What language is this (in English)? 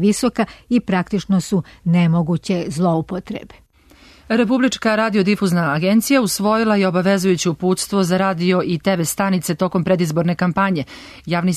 Serbian